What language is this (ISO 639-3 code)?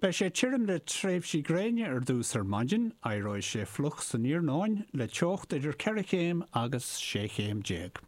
gle